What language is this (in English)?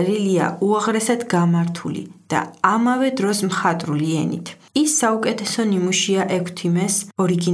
Georgian